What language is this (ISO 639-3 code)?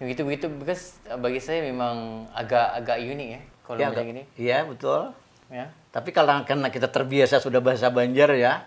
bjn